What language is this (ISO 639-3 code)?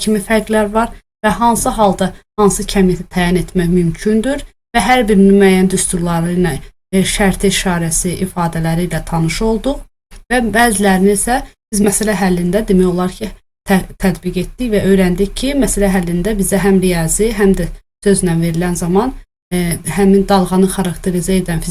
aze